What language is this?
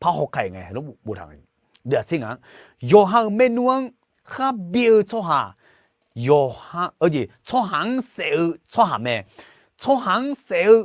Akha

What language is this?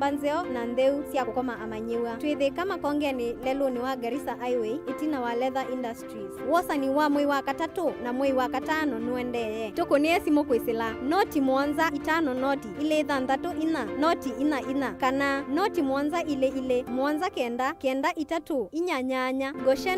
Kamba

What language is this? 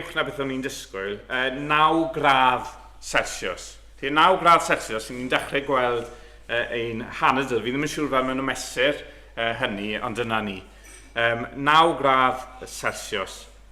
Welsh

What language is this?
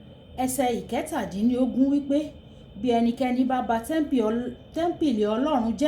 Yoruba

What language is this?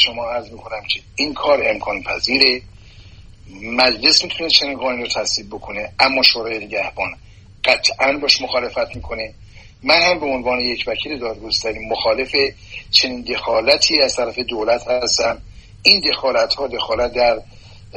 Persian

